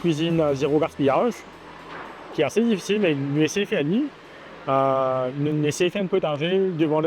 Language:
Morisyen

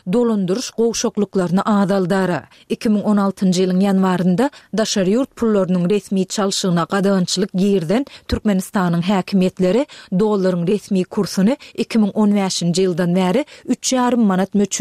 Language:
Turkmen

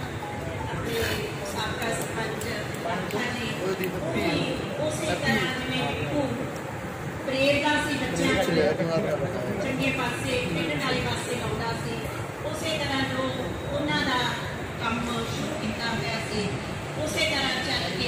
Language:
Punjabi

